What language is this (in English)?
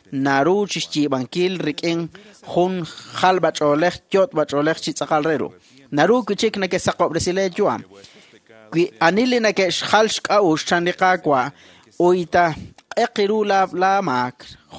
Kekchí